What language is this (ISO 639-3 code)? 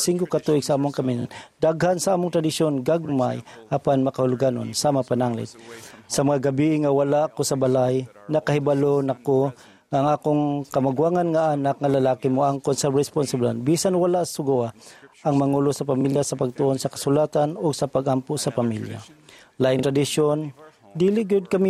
ceb